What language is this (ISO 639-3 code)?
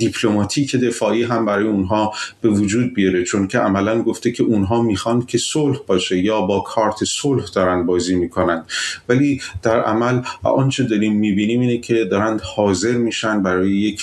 fas